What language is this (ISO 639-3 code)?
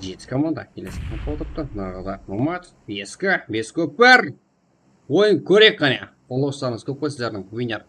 kaa